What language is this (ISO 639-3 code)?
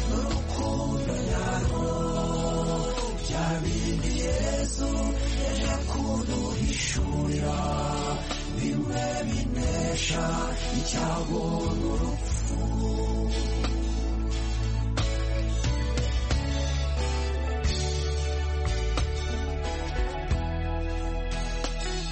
kin